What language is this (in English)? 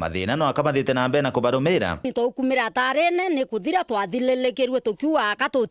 Meru